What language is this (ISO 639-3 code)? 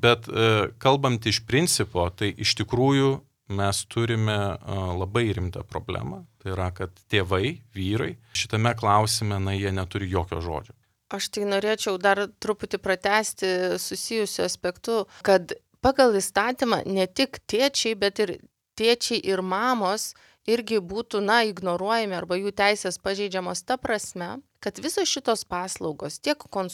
lit